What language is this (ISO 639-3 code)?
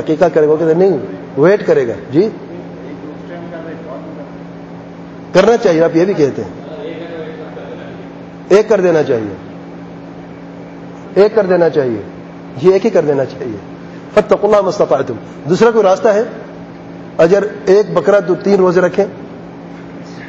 urd